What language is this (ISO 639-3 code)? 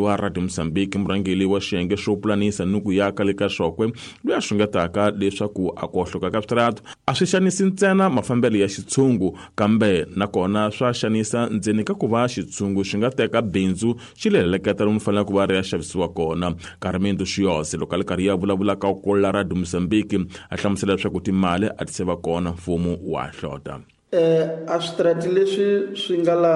tso